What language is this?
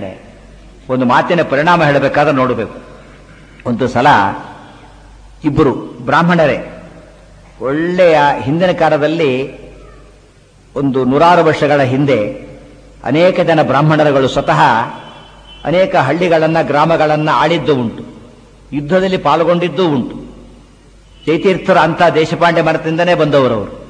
Kannada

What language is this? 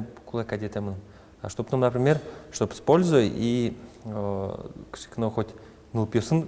Udmurt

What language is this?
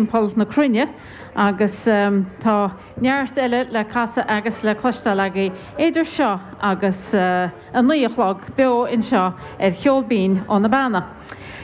Irish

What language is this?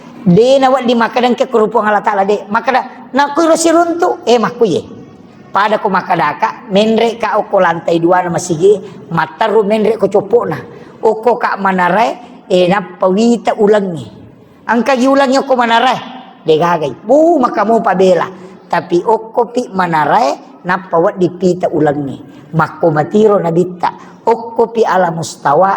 Buginese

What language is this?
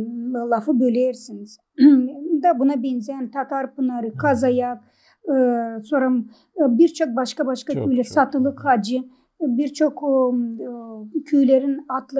Gagauz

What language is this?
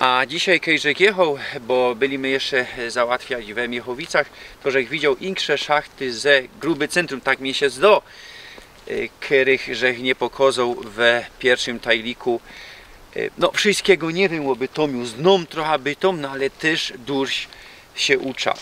Silesian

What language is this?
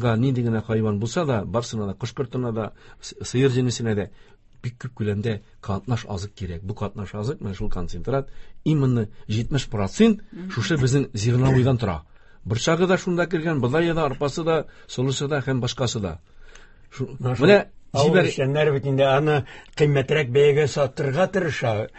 Tatar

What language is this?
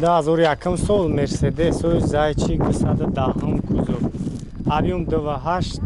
Tajik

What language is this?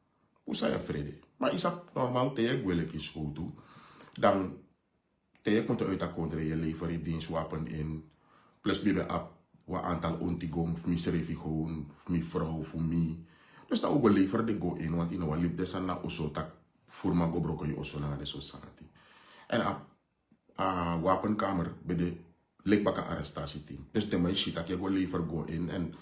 Sranan Tongo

